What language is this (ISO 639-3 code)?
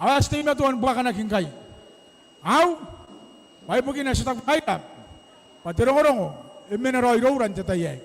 gil